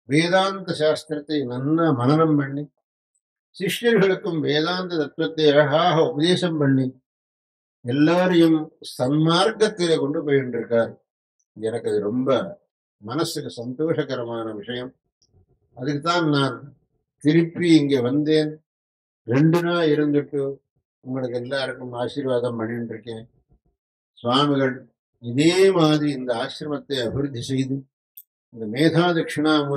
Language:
Tamil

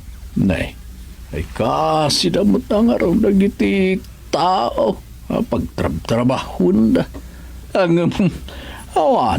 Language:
Iloko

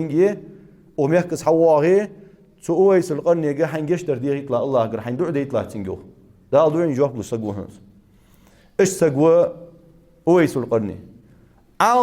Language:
Ingush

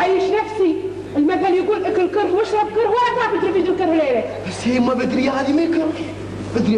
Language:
Gulf Arabic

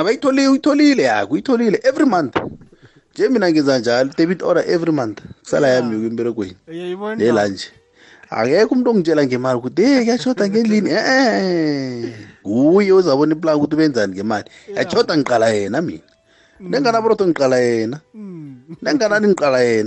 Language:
South Ndebele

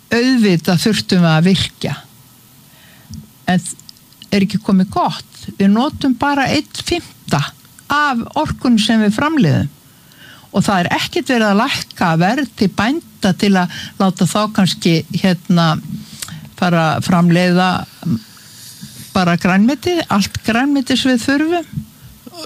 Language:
Icelandic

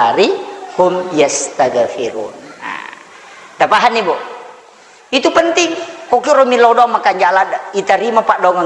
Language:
Buginese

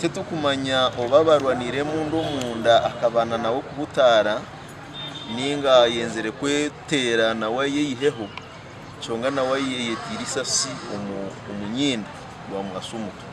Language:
Nyankole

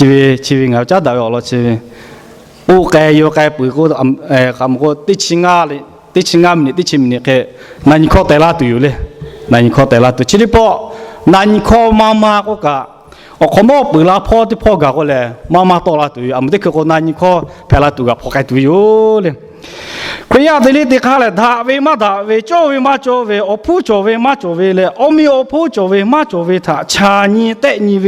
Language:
Lahu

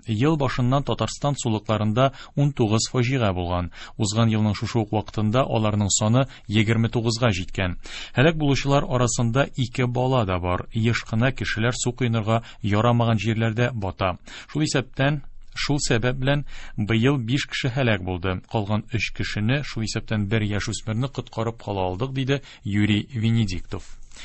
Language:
Tatar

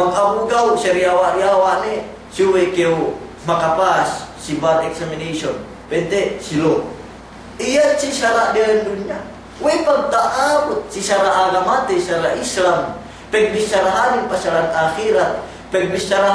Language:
Yakan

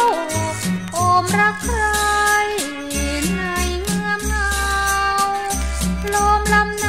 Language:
Thai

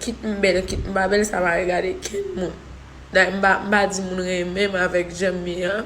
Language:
Haitian Creole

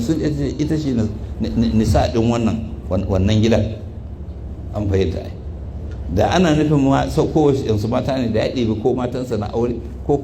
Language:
Hausa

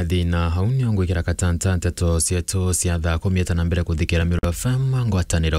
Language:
Meru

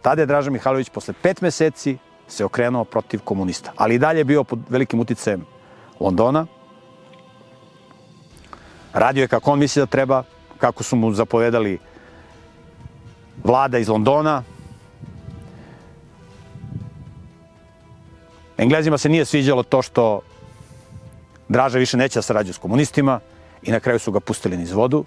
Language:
Serbian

